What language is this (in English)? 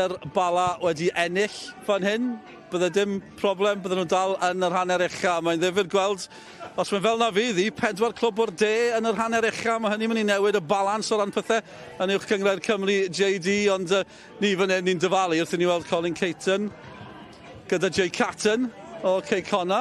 Welsh